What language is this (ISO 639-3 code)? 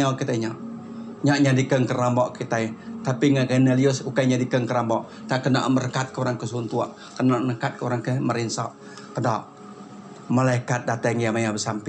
iba